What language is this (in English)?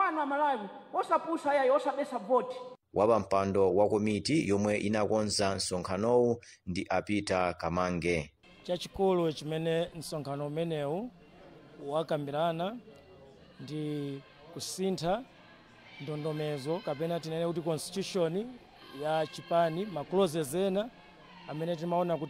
Nyanja